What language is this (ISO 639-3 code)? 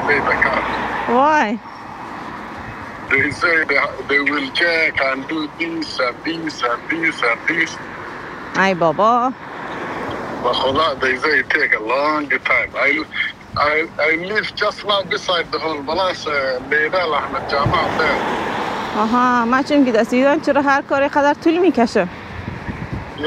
fas